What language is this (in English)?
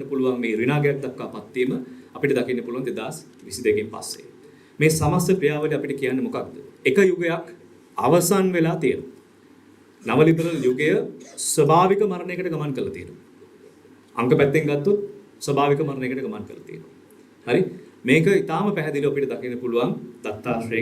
Sinhala